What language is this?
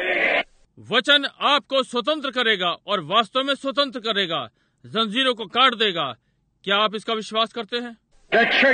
Hindi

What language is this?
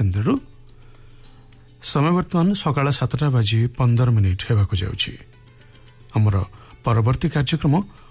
Odia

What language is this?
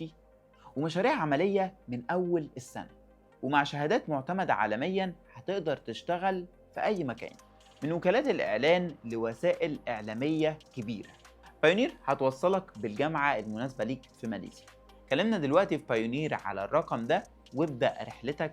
Egyptian Arabic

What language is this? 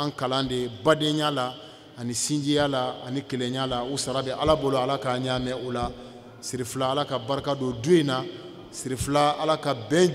Bambara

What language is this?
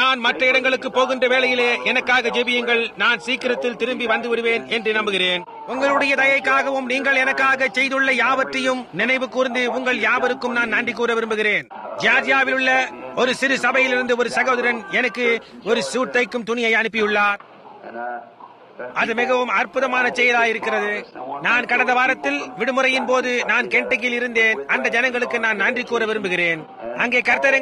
Tamil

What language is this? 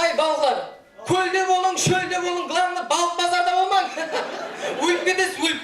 Kara-Kalpak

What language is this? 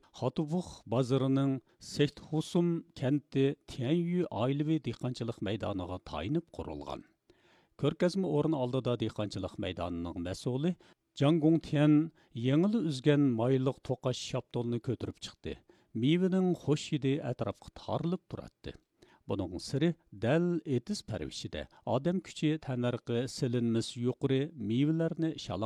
Uyghur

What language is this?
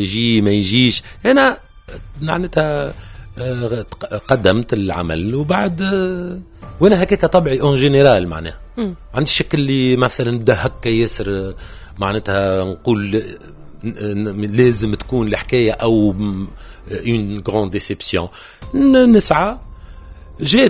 Tunisian Arabic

